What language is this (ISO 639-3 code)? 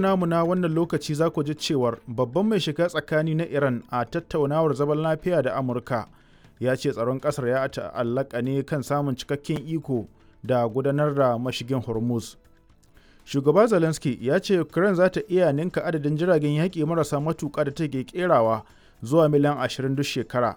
hau